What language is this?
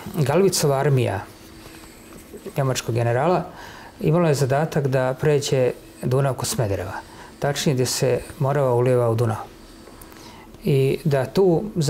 Serbian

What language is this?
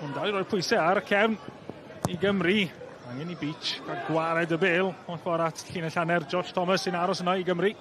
Welsh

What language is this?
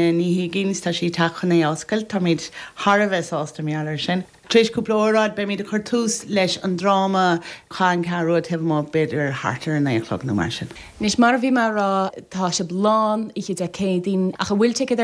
Irish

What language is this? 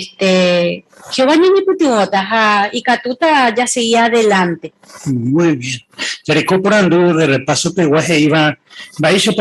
Guarani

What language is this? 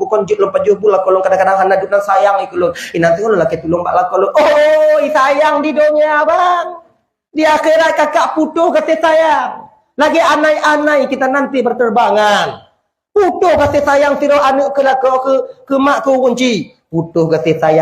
Achinese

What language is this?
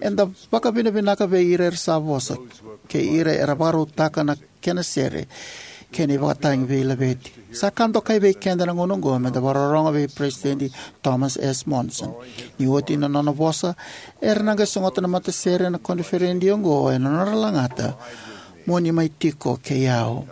Fijian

